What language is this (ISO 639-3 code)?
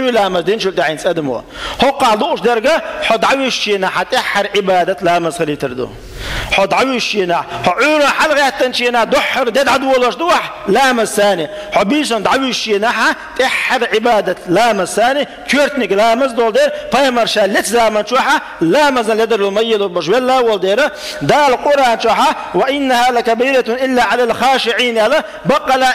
che